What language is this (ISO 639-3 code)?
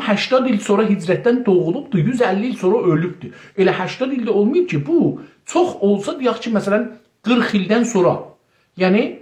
azb